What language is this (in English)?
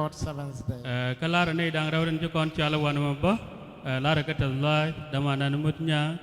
Nuer